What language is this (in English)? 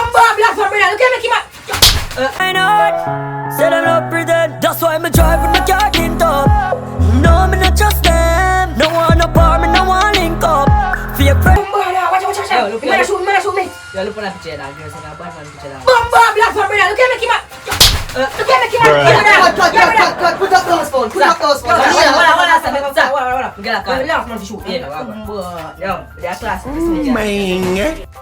Jamaican Creole English